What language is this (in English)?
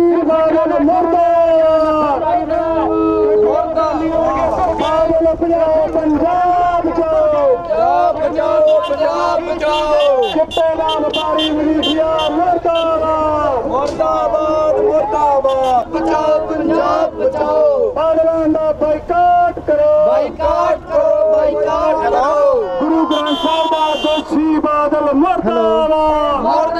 Punjabi